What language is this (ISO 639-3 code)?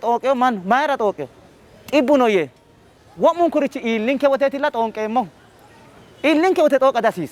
sid